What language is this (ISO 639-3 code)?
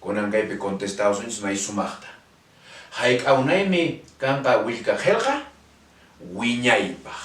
que